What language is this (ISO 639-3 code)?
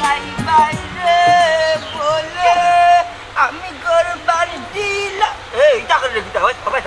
syl